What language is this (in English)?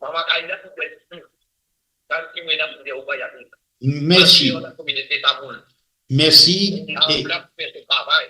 Morisyen